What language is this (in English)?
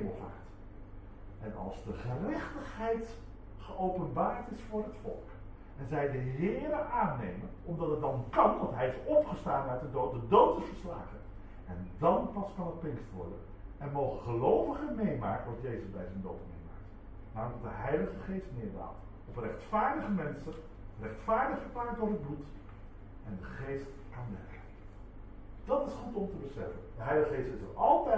Dutch